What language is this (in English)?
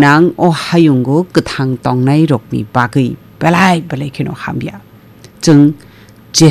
Kok Borok